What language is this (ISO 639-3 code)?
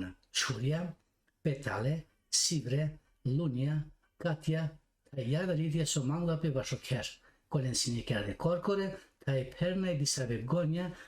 rmn